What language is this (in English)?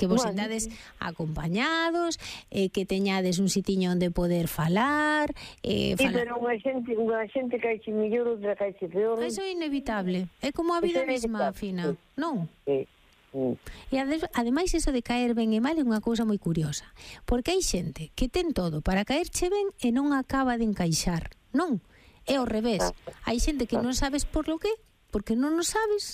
Galician